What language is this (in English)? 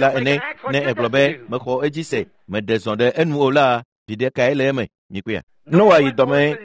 Ewe